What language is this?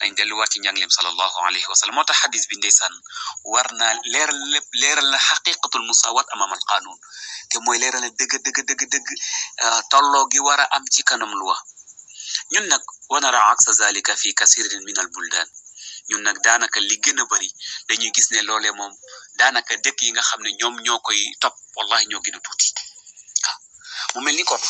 Wolof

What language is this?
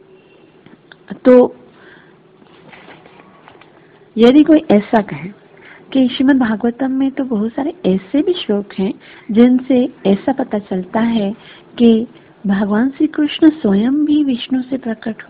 Hindi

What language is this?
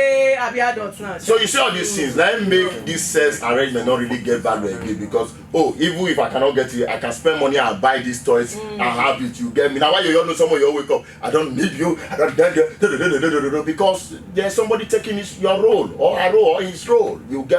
Nigerian Pidgin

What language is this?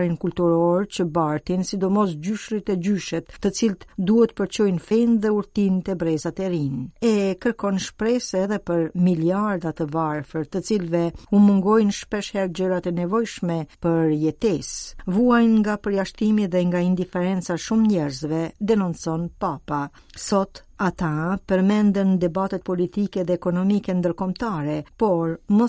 Albanian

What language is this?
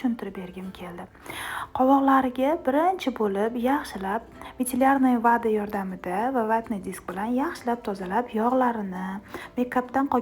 Uzbek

